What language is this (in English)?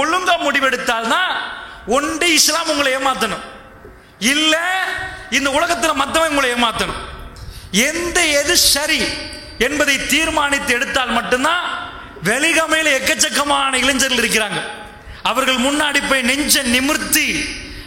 Tamil